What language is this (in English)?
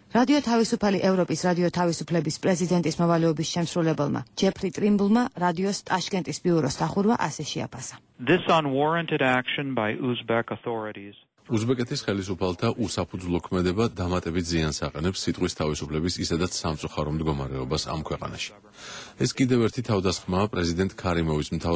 Georgian